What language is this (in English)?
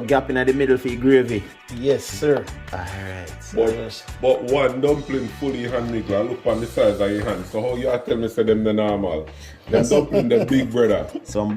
Jamaican Creole English